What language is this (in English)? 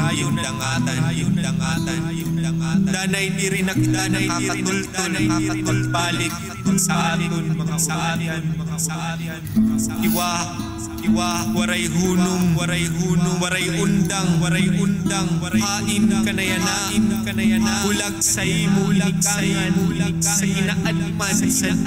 Waray